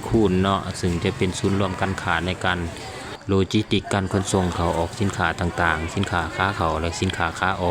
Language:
Lao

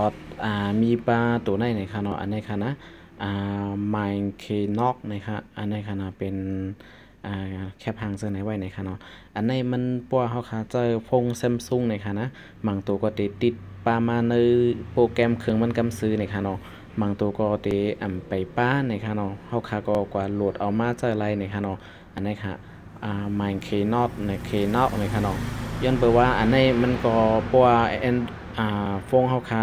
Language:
Shan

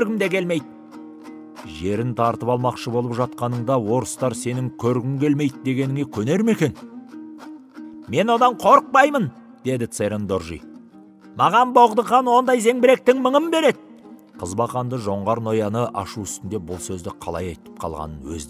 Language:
Kazakh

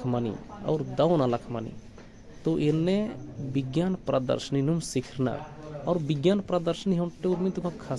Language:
Kurukh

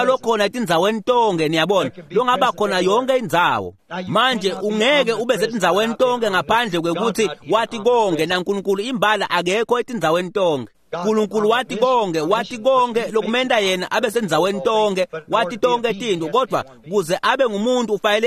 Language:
Swati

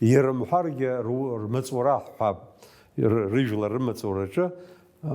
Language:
Abkhazian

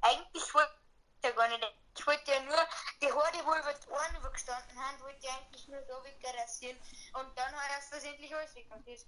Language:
Bavarian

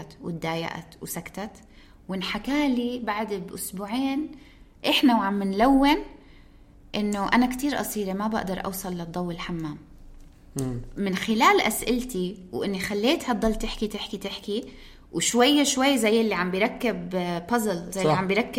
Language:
North Levantine Arabic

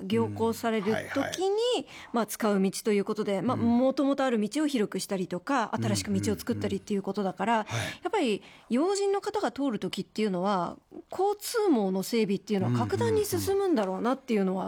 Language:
Japanese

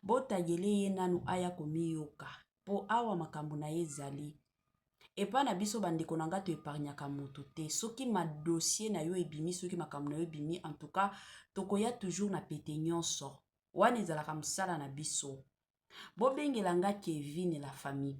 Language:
Lingala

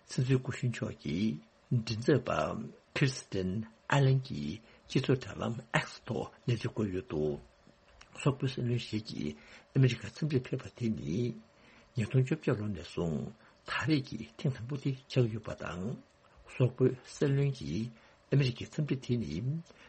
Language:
Tibetan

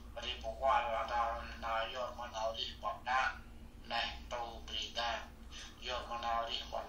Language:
Central Mnong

